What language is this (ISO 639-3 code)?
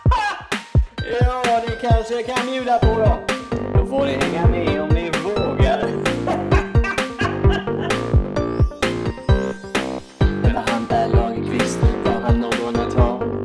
swe